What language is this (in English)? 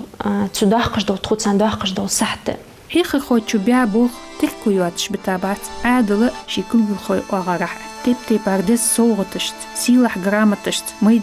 Ingush